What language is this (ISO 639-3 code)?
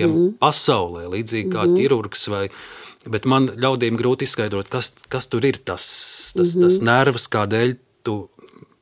lav